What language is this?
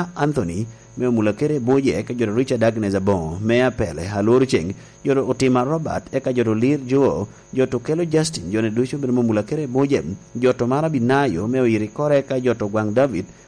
Lango (Uganda)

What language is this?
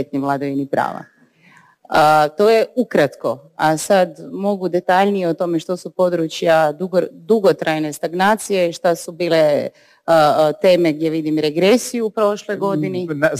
Croatian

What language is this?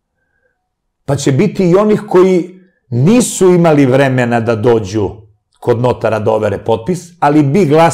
Serbian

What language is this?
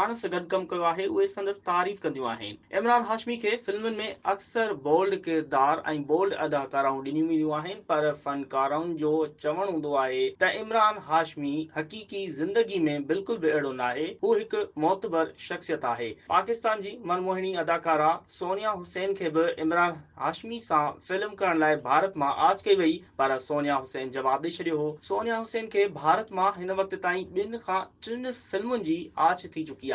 Sindhi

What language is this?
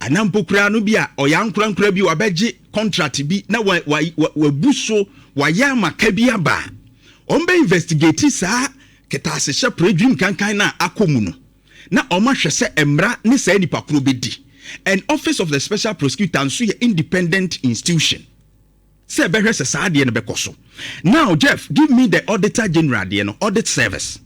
Akan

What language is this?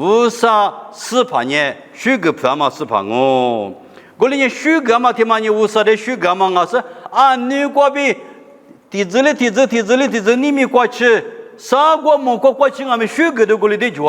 Lisu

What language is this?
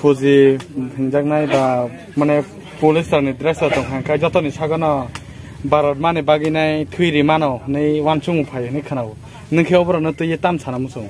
Kok Borok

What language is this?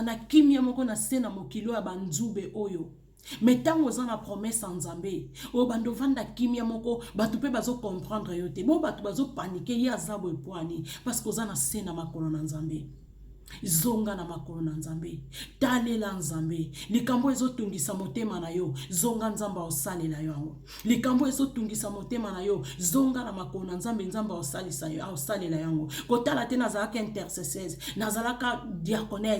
Lingala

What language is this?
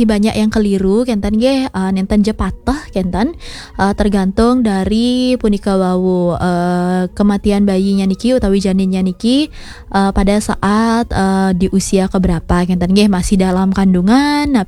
Balinese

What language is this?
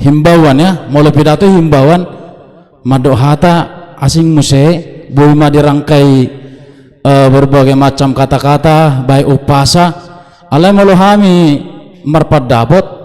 Batak Toba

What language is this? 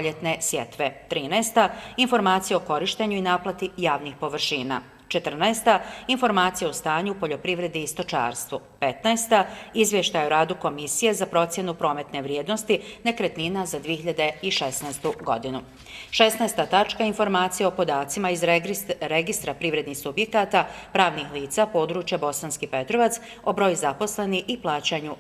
Bosnian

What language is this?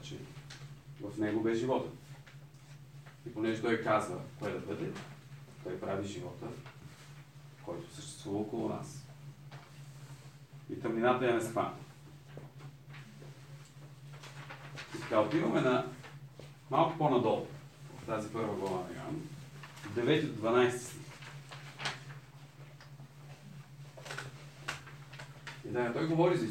Bulgarian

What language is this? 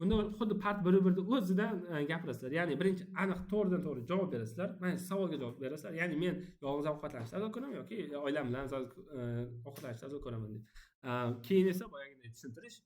Uzbek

